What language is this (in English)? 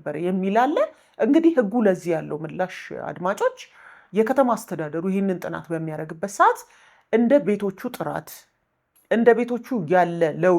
Amharic